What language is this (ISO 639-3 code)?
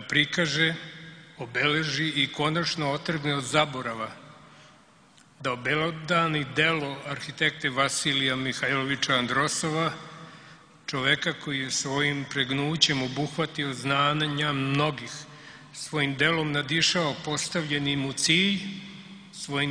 srp